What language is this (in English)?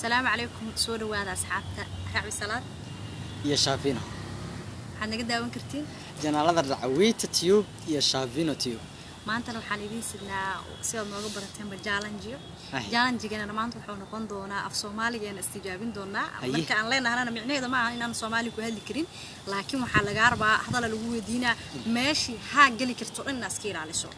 Somali